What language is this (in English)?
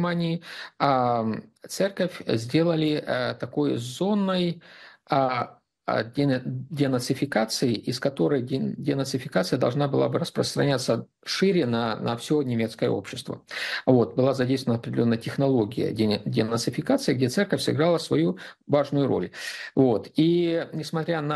Russian